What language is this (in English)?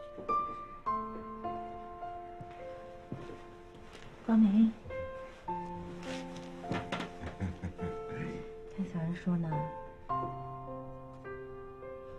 Chinese